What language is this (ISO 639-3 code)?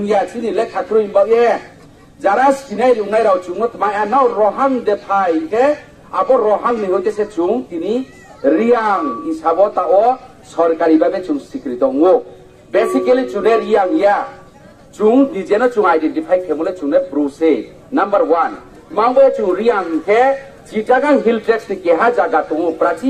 ria